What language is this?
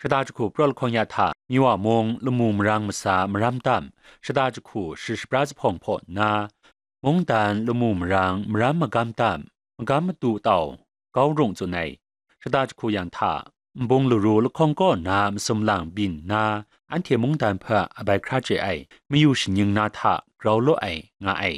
Kachin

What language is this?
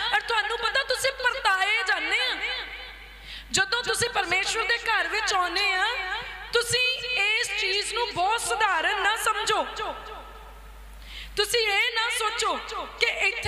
Punjabi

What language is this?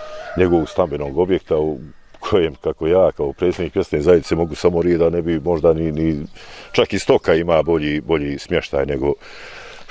Bosnian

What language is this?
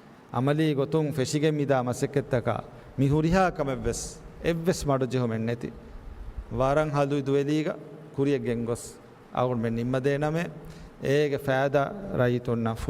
Divehi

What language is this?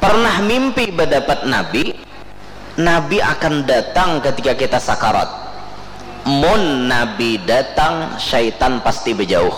Banjar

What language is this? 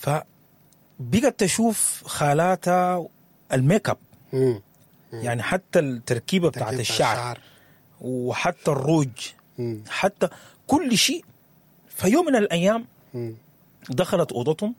Sudanese Arabic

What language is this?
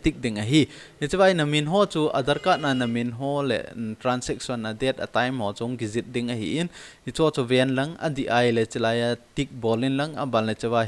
Thado Chin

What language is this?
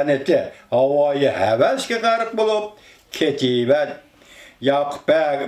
Uyghur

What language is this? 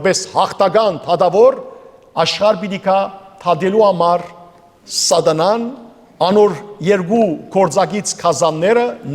Western Armenian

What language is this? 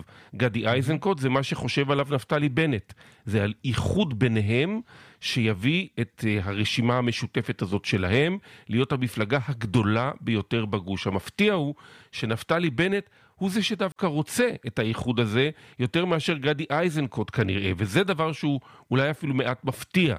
Hebrew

